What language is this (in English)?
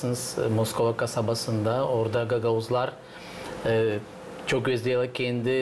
Gagauz